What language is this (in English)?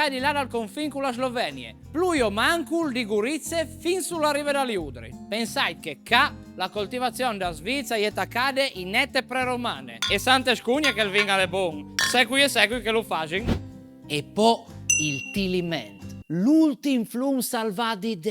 Friulian